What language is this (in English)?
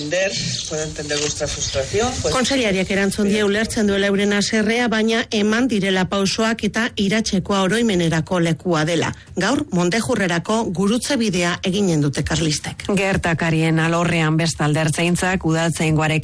Basque